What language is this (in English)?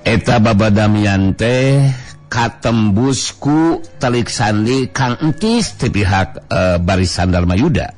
Sundanese